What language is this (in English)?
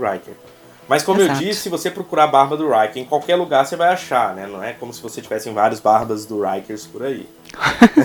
Portuguese